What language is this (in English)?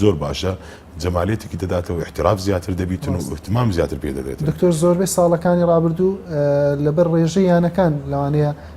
Central Kurdish